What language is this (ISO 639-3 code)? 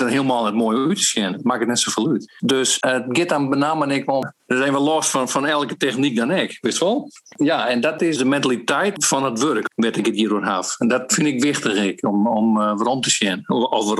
fry